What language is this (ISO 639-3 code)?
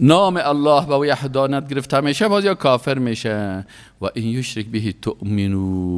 fas